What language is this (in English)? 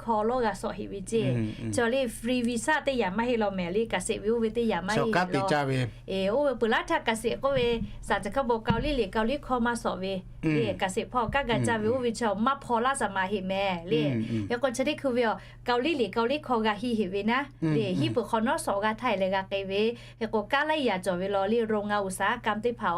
Lahu